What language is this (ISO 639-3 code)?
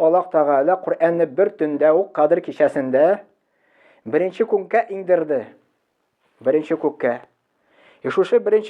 tat